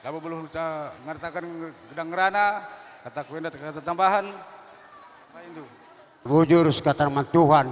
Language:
Batak Karo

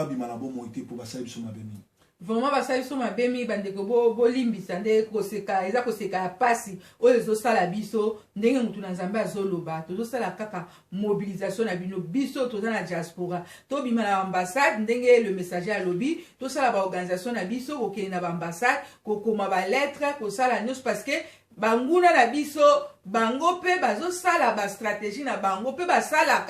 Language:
Lingala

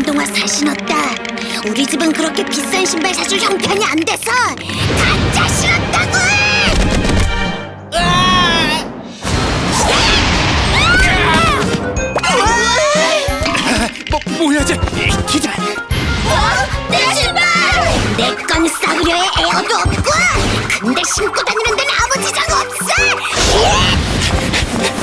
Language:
Korean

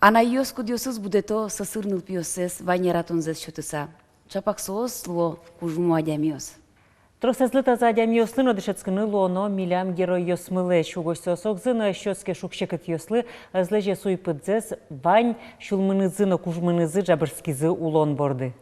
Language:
Udmurt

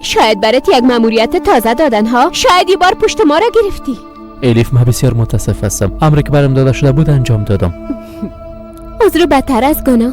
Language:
Persian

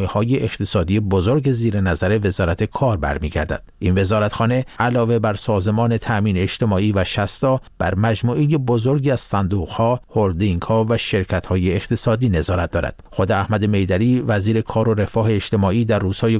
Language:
Persian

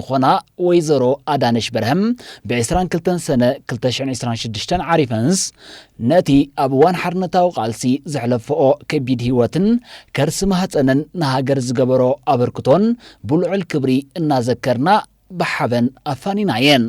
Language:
Tigrinya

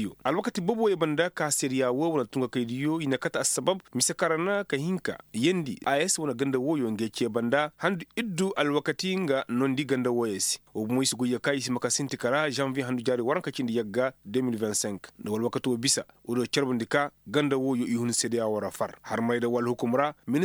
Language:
Koyraboro Senni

